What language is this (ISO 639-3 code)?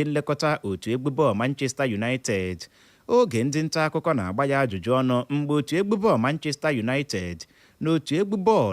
ibo